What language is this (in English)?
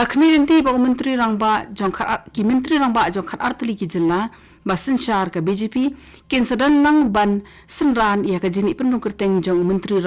Khasi